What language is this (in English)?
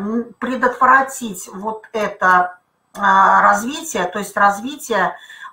Russian